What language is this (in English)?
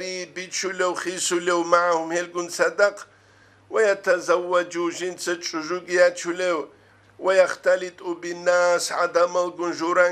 Avaric